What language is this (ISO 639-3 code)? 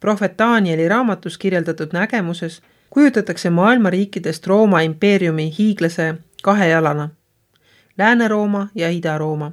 est